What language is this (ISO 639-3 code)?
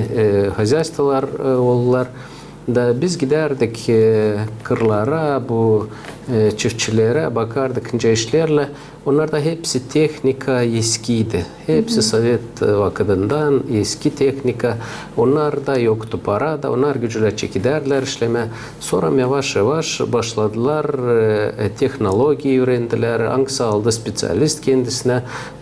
gag